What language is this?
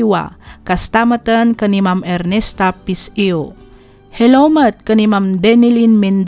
Iloko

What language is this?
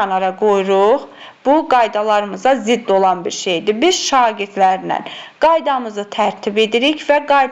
Azerbaijani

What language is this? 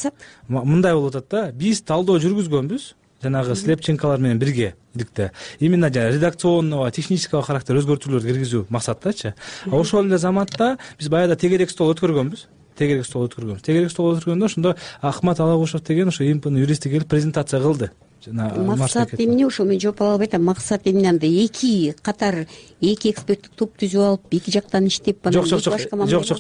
Kyrgyz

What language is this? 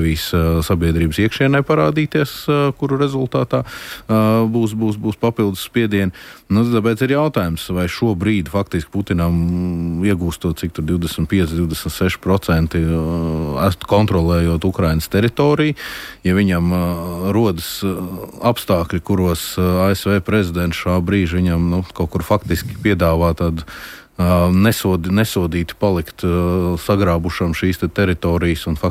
Latvian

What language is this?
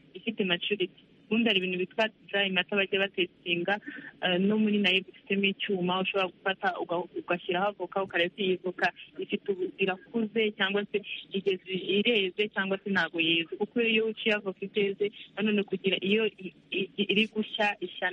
Kinyarwanda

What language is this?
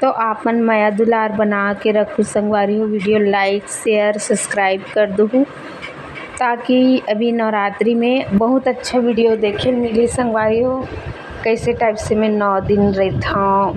Chhattisgarhi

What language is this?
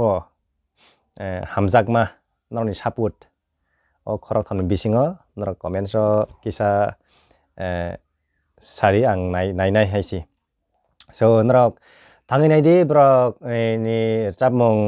Kok Borok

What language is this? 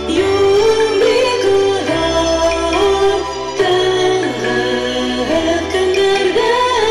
Bashkir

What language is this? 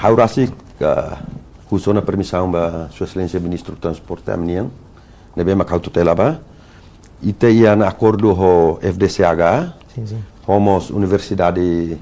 Tetum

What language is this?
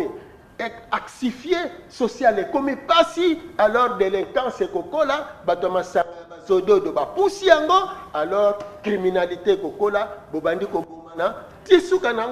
Lingala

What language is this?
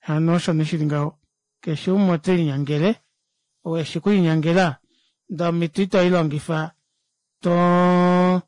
Kuanyama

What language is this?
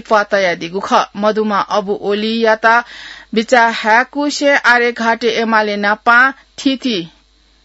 Newari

